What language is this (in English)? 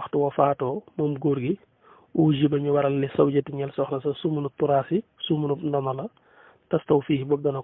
Wolof